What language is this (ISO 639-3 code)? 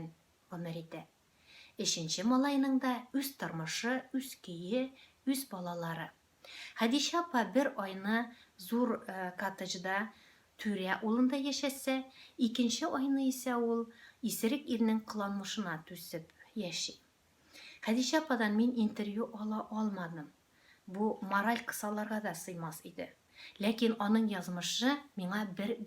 tat